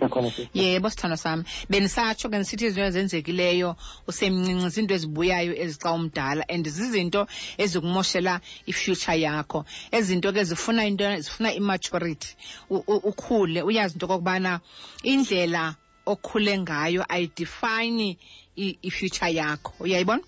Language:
Xhosa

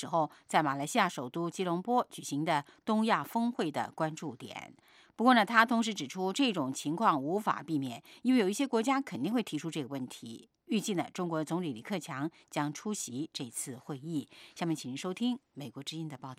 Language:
Chinese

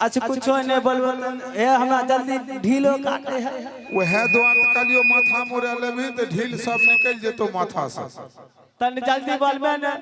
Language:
Maithili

